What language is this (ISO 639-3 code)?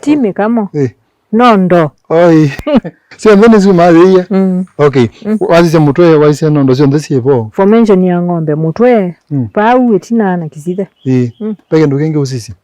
kam